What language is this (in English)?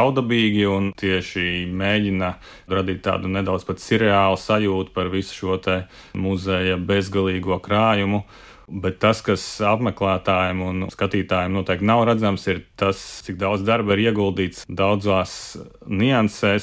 Latvian